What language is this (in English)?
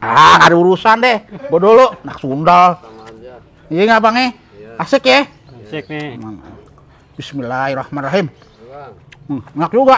Betawi